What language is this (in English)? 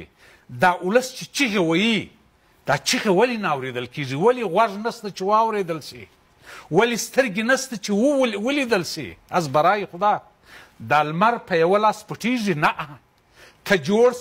Pashto